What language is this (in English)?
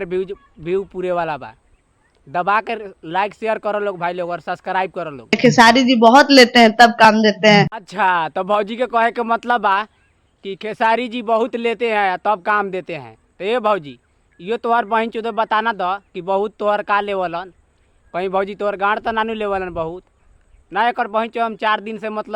Bhojpuri